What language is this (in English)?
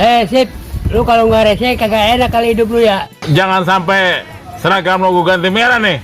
Betawi